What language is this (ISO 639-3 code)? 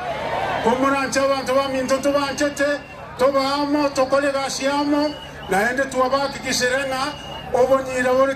guz